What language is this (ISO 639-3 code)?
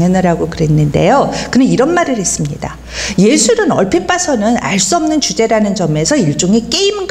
kor